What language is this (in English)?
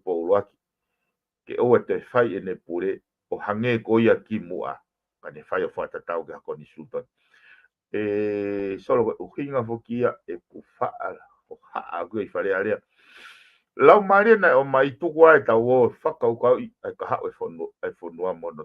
Tongan